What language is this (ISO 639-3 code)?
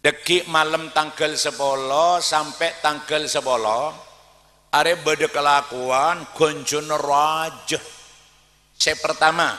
mad